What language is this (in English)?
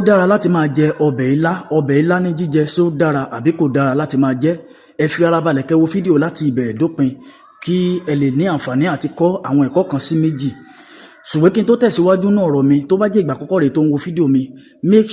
Yoruba